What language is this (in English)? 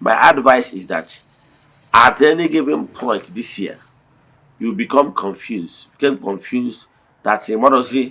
Igbo